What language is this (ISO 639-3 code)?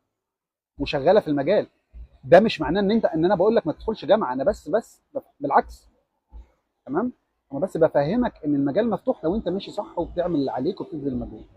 arz